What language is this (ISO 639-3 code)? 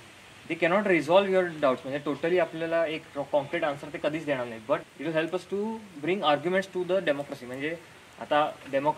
mar